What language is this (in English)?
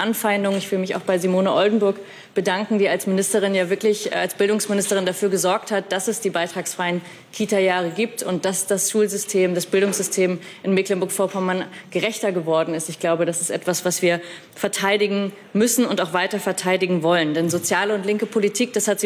German